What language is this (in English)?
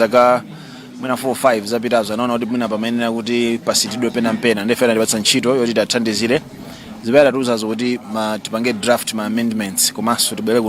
Nyanja